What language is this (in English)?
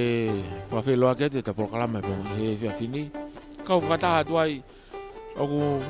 Tongan